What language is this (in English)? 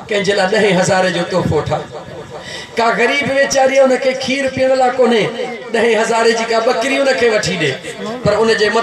Sindhi